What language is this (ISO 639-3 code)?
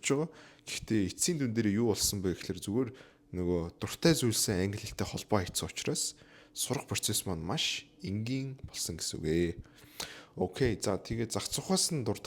mon